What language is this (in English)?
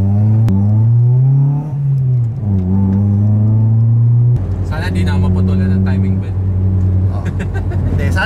Filipino